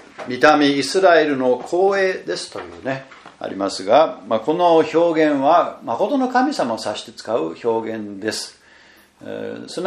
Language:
Japanese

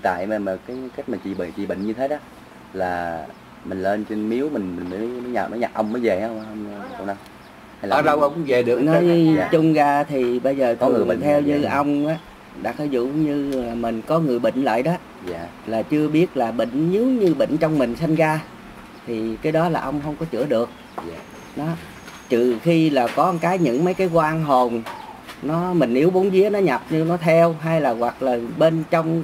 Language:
Vietnamese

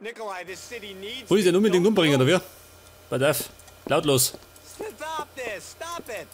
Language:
Bavarian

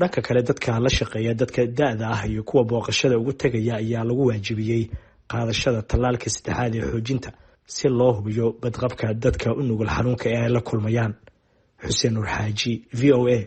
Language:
Somali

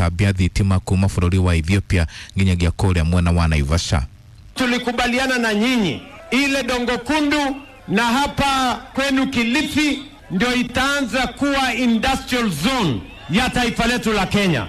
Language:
Kikuyu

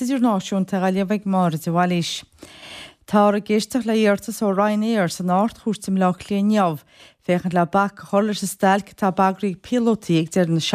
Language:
Irish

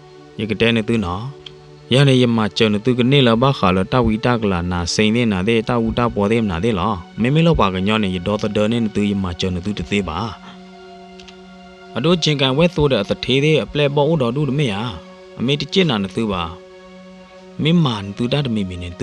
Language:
S'gaw Karen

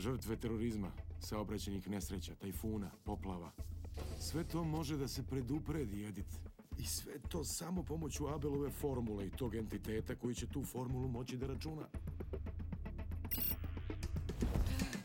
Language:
Serbian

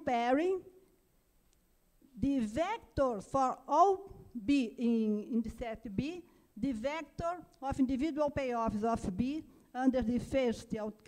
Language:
English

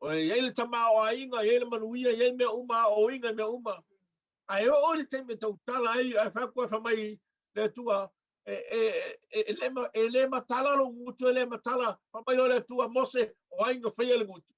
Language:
Samoan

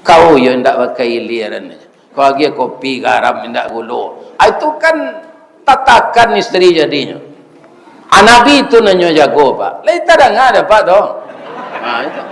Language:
Minangkabau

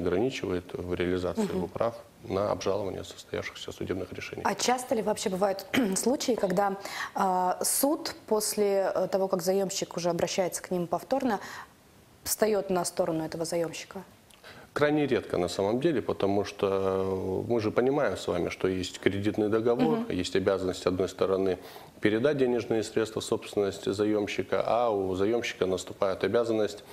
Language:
Russian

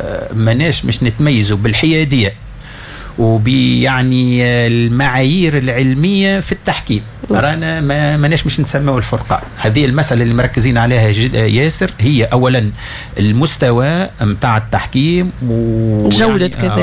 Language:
Tunisian Arabic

